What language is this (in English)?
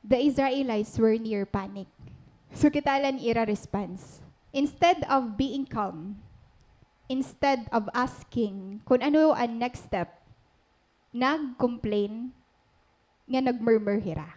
Waray